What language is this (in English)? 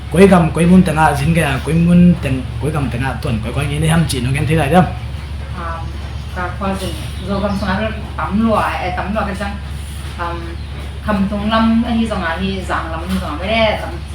Tedim Chin